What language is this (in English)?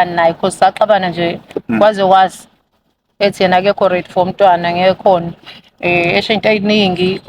Zulu